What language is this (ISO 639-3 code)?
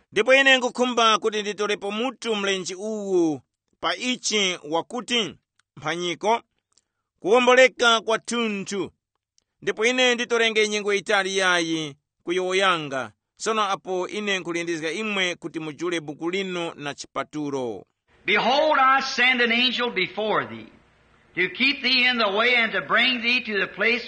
tum